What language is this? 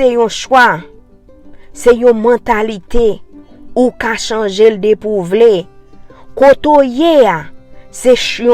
Haitian Creole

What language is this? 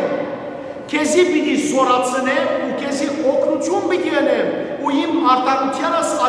Western Armenian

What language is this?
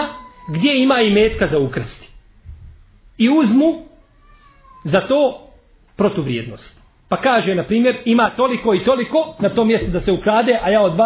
Bosnian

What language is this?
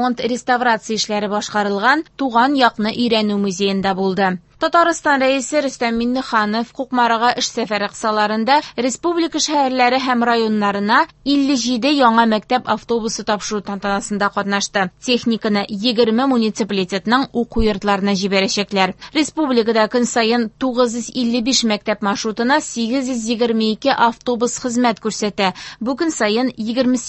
Tatar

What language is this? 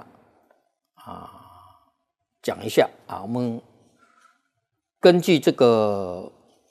Chinese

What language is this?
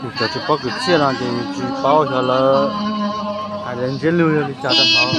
Hmong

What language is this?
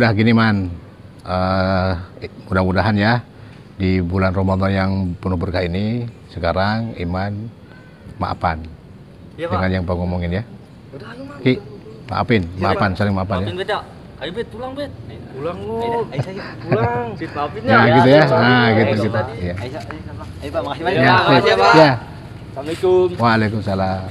Betawi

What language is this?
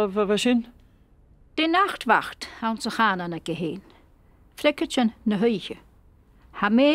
Scottish Gaelic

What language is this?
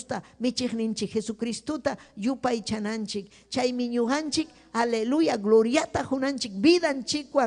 Ayacucho Quechua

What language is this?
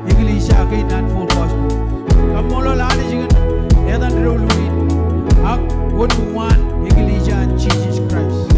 Marshallese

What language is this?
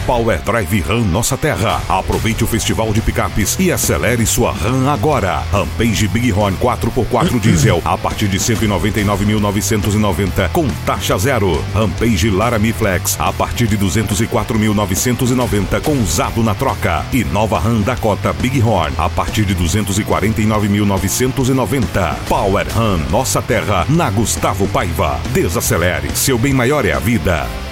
Portuguese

